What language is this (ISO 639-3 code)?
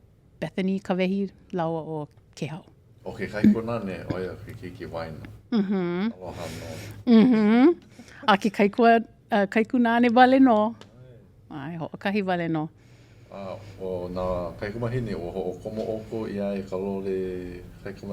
haw